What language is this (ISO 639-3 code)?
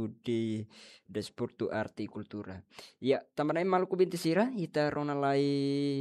tet